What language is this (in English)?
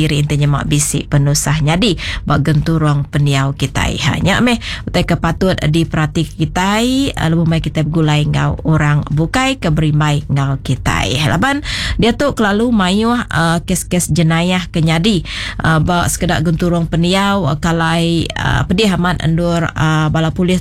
Iban